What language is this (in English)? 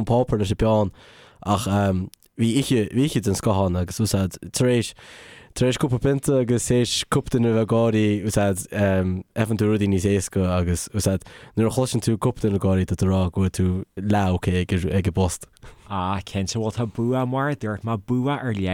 Irish